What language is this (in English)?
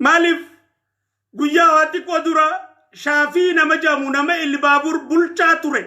Oromo